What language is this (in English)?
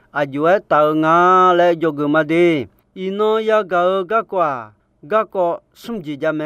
Akha